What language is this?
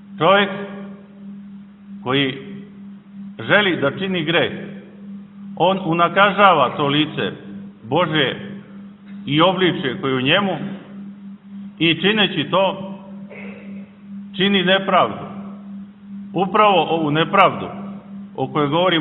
Serbian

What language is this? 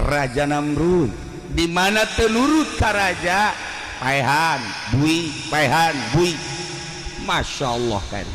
Sundanese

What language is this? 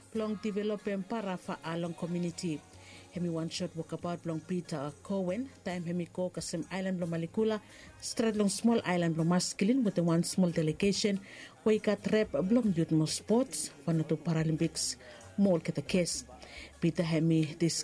Bislama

